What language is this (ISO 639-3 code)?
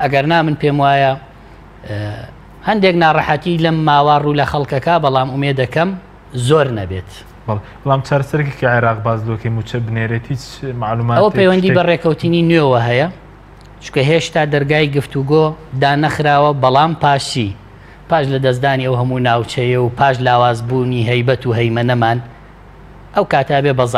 ckb